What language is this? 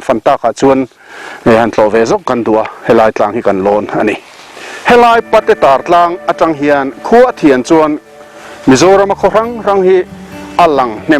Mizo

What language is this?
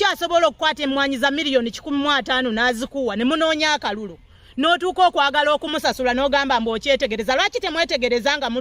Ganda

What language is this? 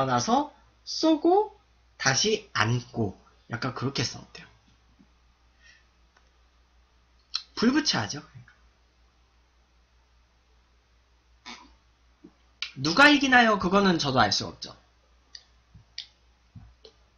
Korean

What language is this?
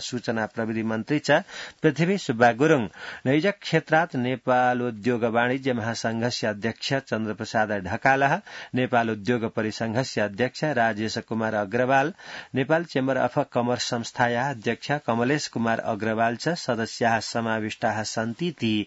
Sanskrit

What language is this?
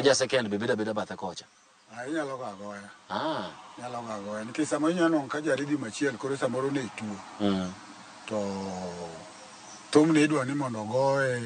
Luo (Kenya and Tanzania)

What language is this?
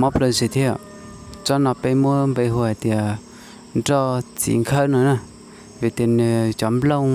Hmong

